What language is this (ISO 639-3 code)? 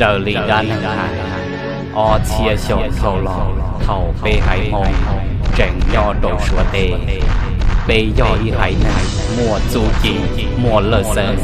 hmn